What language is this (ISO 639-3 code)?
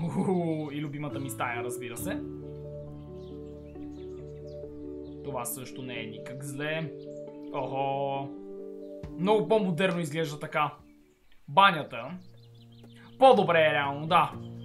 bul